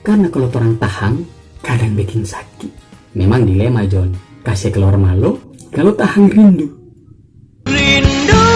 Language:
Manado Malay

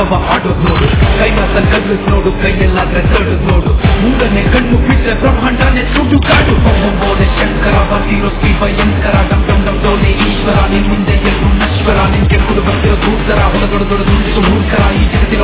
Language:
Kannada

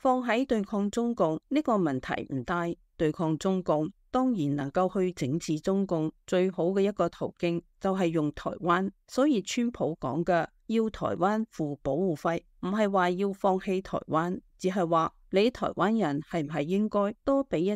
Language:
Cantonese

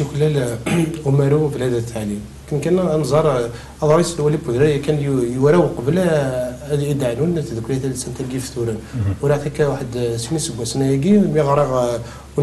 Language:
Kabyle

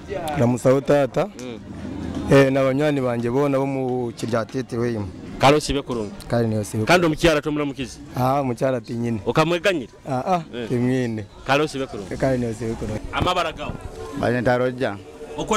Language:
Nyoro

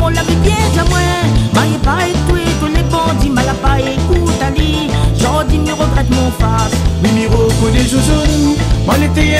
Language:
Réunion Creole French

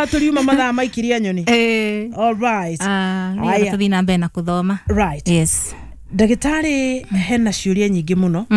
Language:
Kikuyu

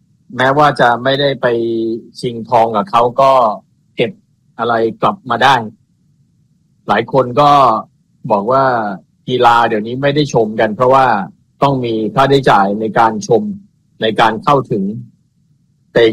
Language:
Thai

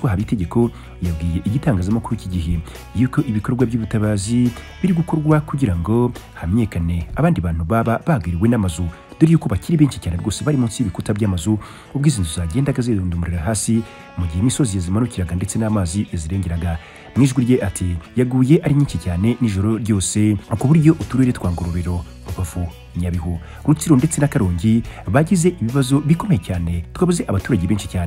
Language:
Kinyarwanda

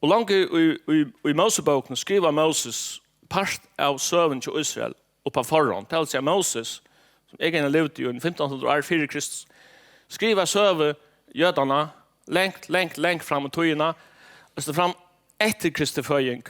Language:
Faroese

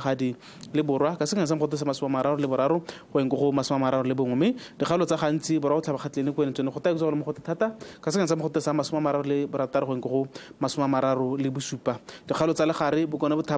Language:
Tswana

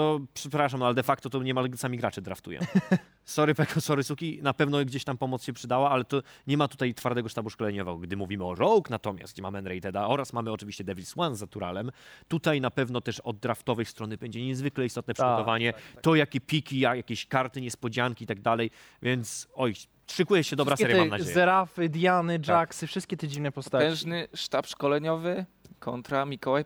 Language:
Polish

